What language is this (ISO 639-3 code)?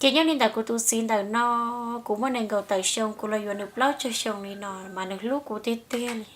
hmn